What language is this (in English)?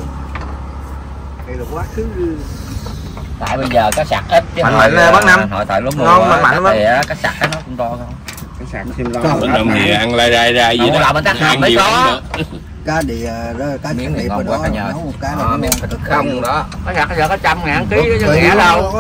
Vietnamese